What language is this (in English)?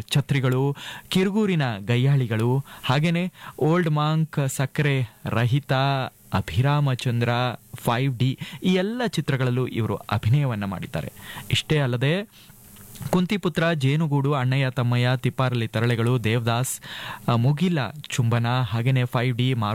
Kannada